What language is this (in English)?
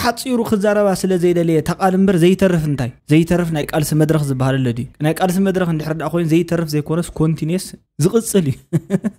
Tigrinya